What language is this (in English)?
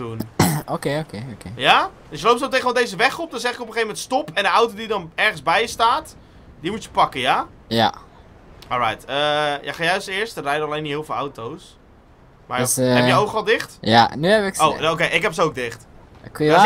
Dutch